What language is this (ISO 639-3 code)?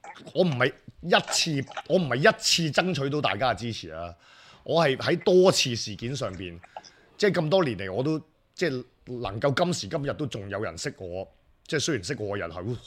yue